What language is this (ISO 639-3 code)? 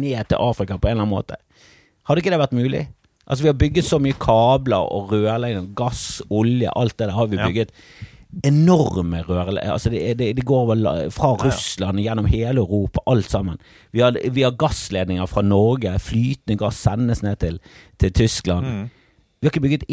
nor